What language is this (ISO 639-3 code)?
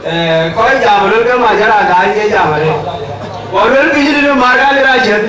din